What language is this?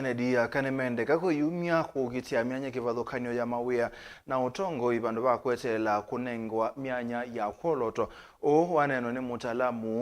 Kamba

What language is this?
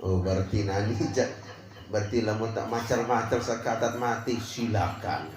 Sasak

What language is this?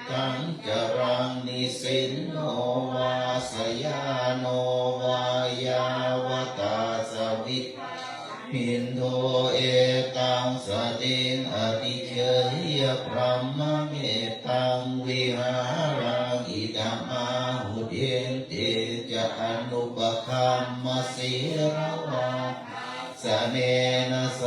Pali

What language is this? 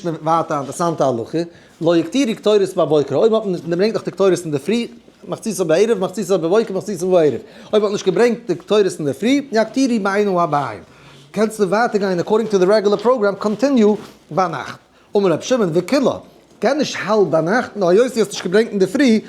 Yiddish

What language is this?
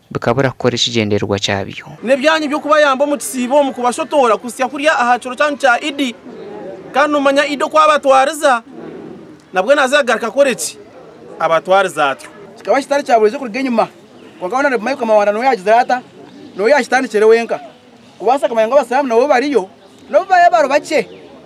Nyankole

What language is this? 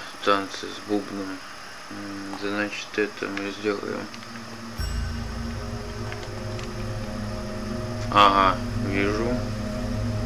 Russian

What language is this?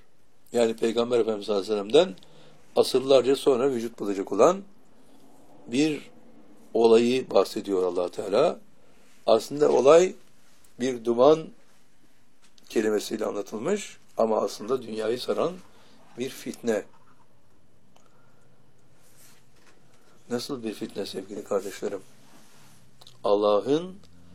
Turkish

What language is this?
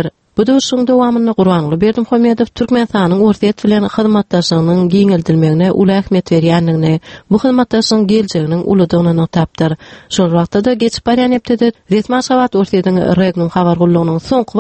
Turkmen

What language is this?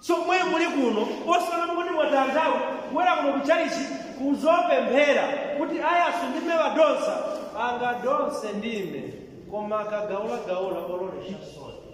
Nyanja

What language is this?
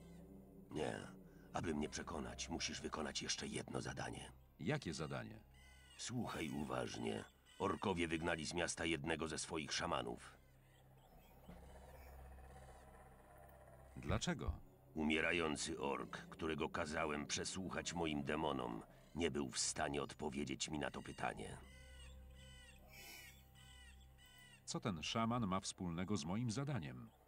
Polish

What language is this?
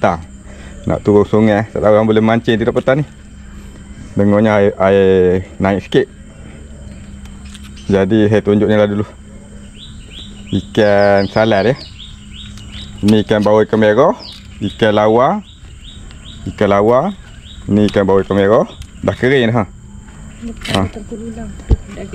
Malay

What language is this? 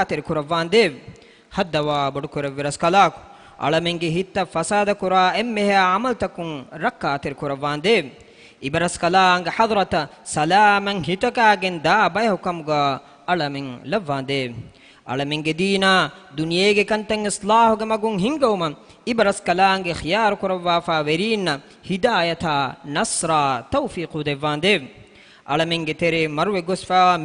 Divehi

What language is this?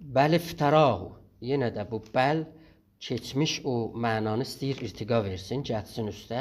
South Azerbaijani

